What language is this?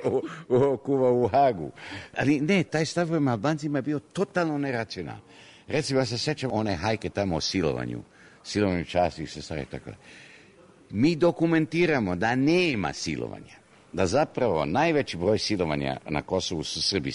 Serbian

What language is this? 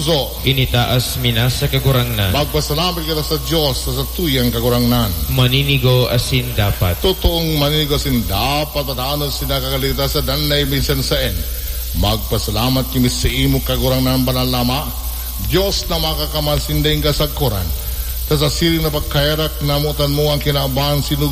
Bikol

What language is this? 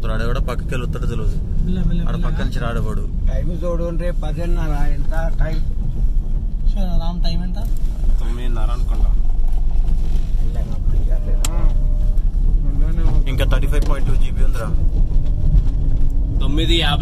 Telugu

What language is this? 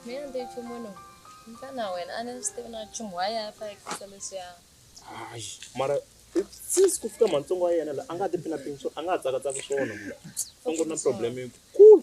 Tsonga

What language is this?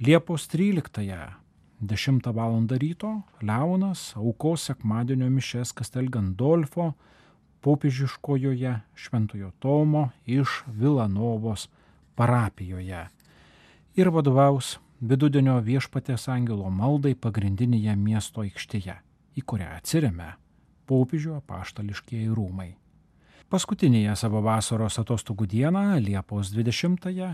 Lithuanian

